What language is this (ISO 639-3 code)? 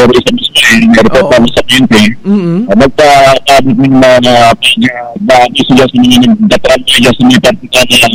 bik